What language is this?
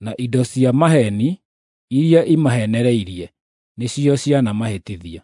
Kikuyu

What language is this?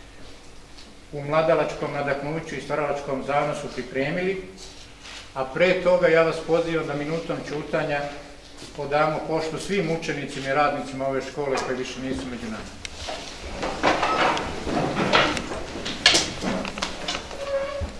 Serbian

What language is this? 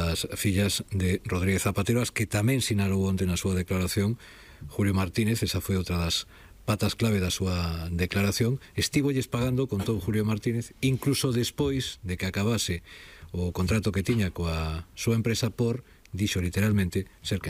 Galician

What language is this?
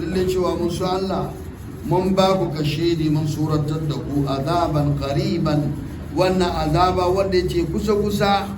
Hausa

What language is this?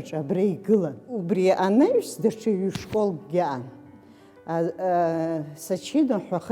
Abkhazian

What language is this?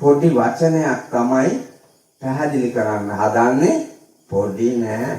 Sinhala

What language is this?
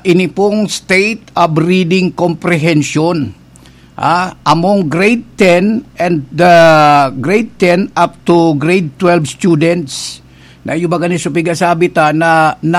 Bikol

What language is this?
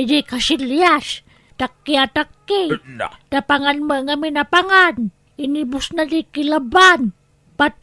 Iloko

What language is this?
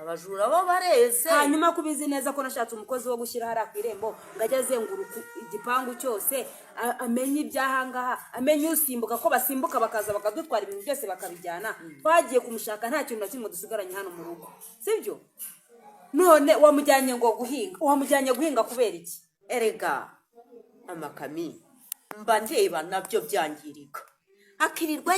Kinyarwanda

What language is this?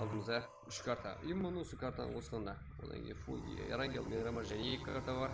Kara-Kalpak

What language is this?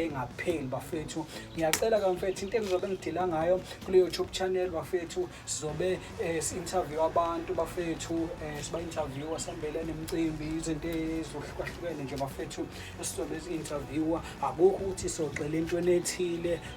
Zulu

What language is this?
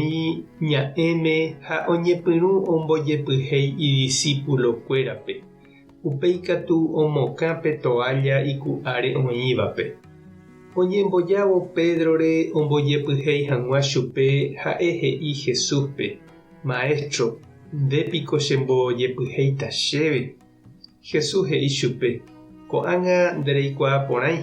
Guarani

